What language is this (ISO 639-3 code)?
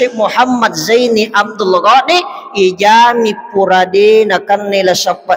bug